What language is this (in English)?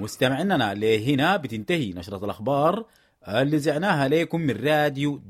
Sudanese Arabic